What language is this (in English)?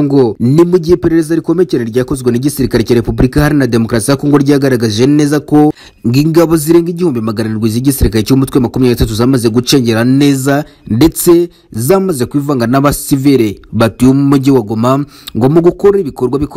Kinyarwanda